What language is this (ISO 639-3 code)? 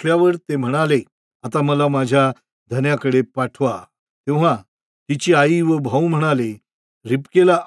mar